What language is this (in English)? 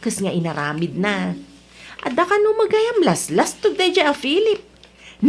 Iloko